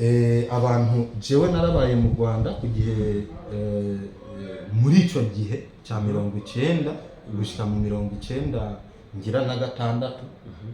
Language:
Rundi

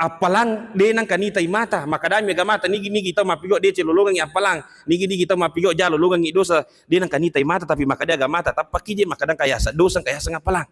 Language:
Buginese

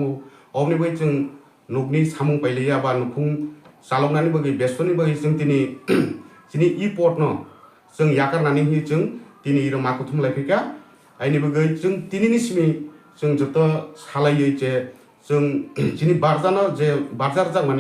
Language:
Kok Borok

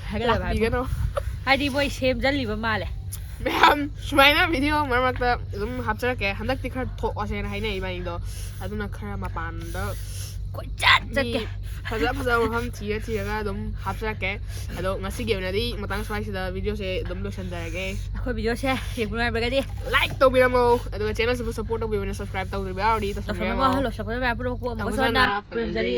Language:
Manipuri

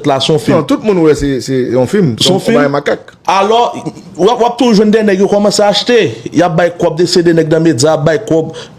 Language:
Haitian Creole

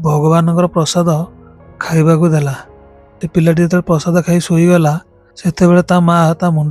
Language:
Odia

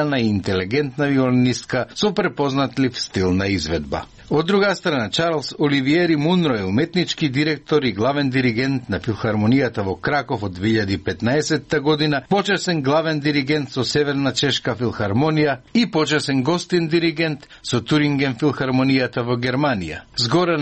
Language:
Macedonian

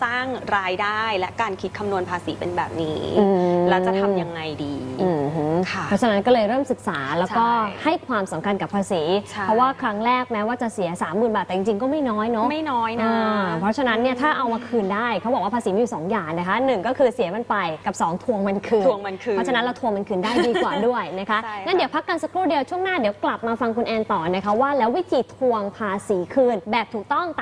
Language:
Thai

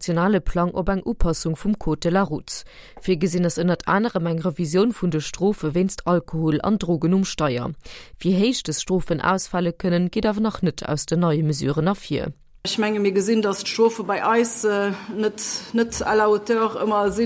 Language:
Luxembourgish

